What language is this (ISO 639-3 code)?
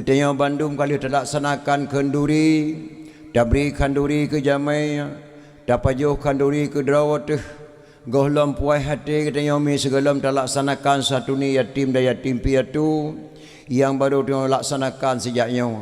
ace